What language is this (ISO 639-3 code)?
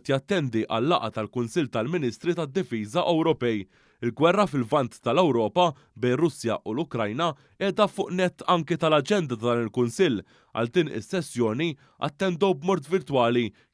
mlt